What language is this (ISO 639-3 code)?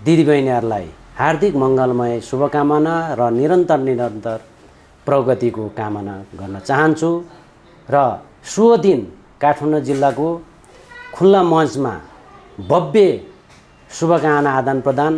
nep